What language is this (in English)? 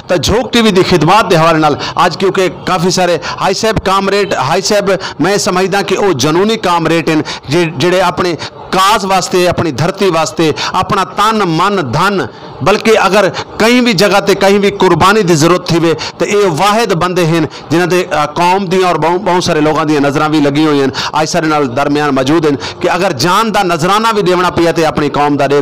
Saraiki